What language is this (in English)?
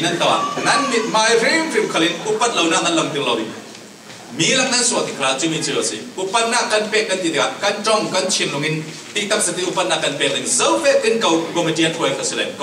Falam Chin